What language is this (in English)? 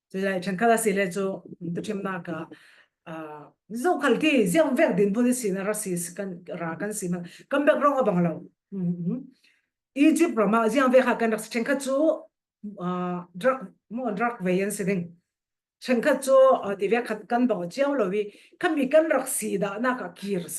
Falam Chin